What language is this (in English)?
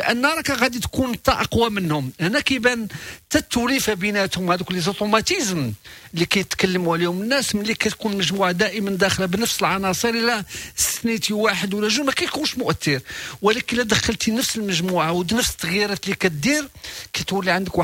Moroccan Arabic